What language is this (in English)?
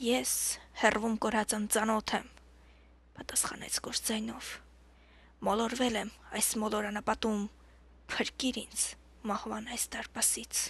Armenian